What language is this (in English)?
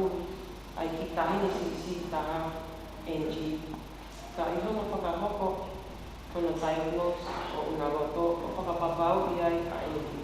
Tongan